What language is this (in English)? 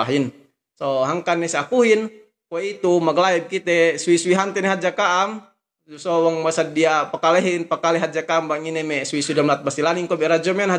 Yakan